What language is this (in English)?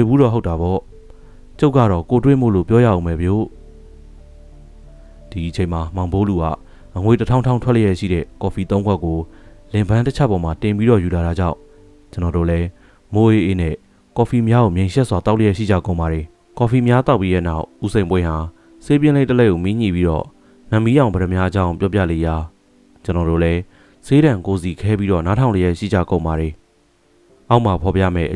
Burmese